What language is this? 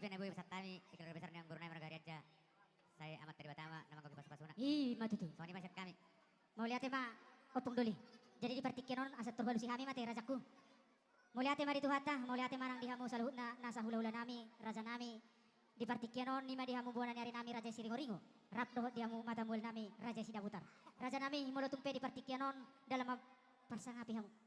Batak Toba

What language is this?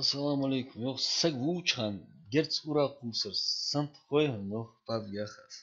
Ingush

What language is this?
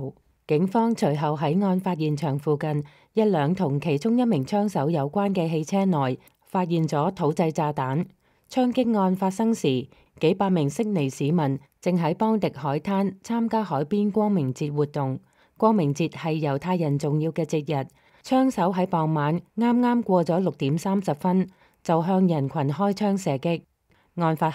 Cantonese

